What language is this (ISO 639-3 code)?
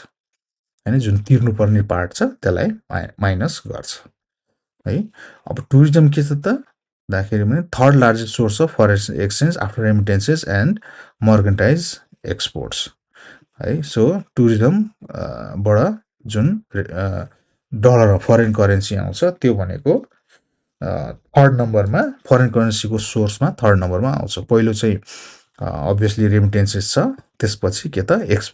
nep